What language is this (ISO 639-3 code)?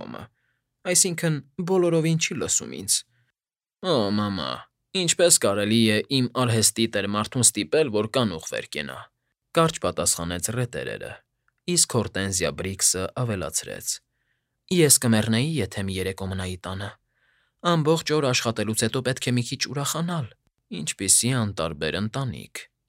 hye